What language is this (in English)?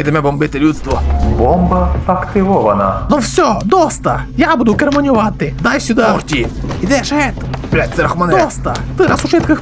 Rusyn